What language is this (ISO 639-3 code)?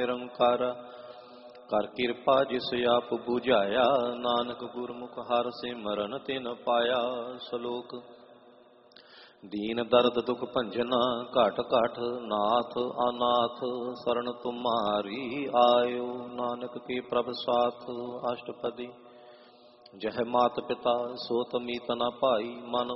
pan